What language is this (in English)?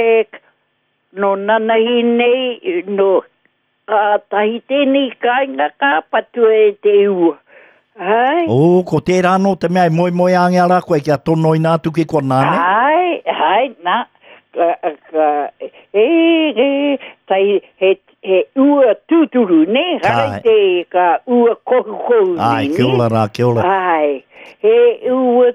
Māori